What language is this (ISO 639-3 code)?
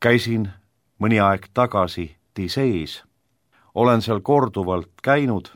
est